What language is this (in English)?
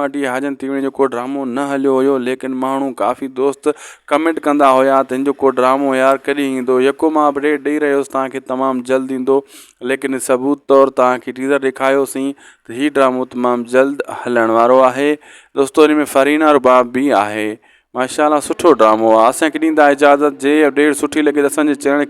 Sindhi